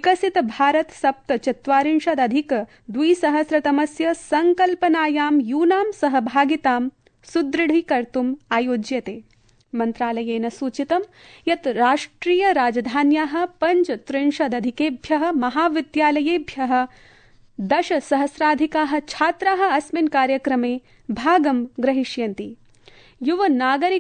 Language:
Sanskrit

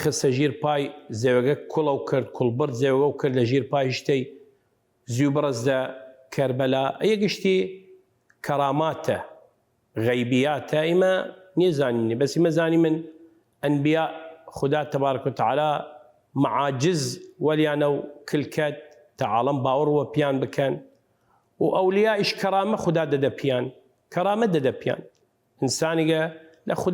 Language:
Southern Kurdish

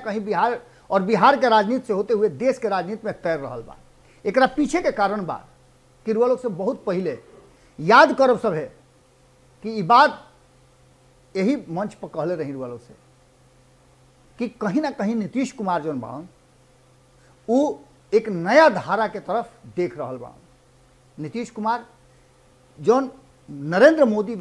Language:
Bhojpuri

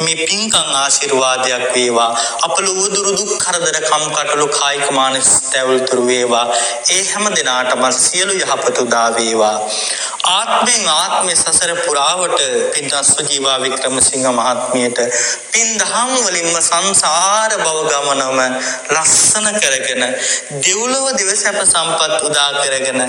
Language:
Sinhala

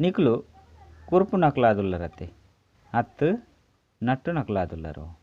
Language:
Tulu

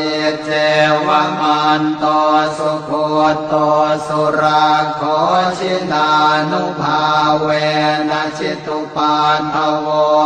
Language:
Pali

